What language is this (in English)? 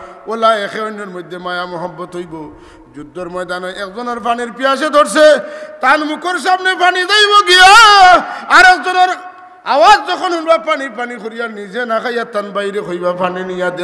Sylheti